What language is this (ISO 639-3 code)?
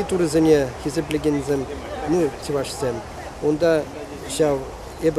chv